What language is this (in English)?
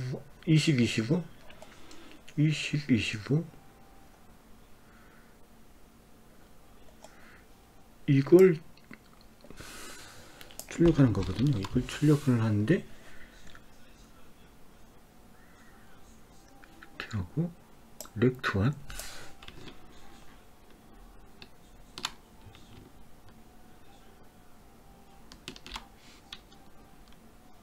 Korean